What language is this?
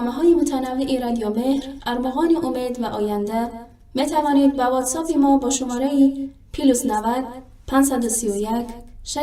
Tajik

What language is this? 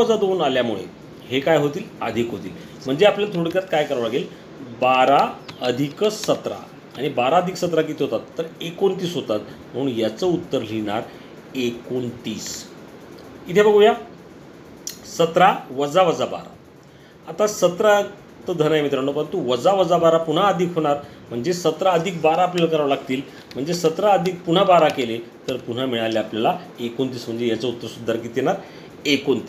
Marathi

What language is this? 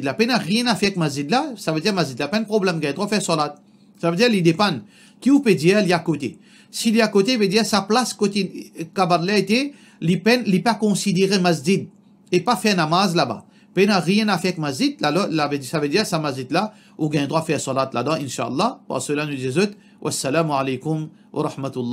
Morisyen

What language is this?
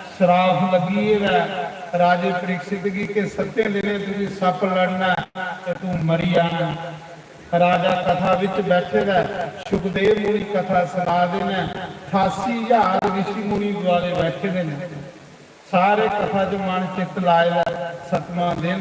Dogri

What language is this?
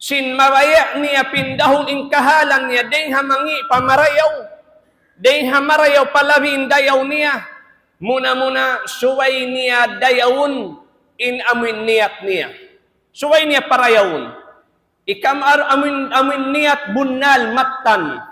Tausug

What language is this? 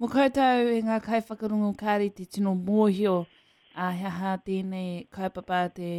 Māori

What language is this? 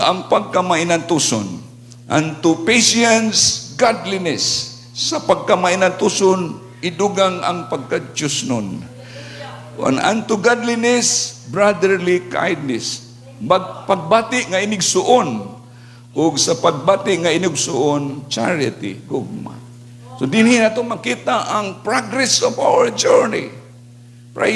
Cebuano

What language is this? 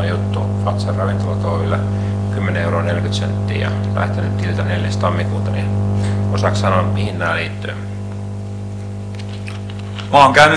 Finnish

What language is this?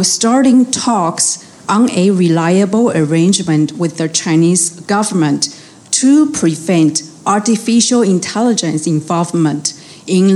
English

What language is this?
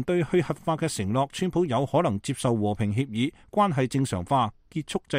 Cantonese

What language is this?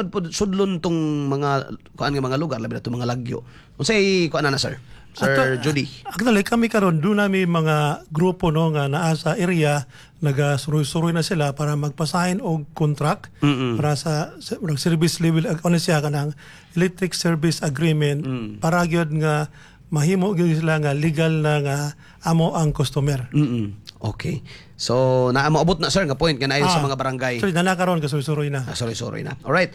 Cebuano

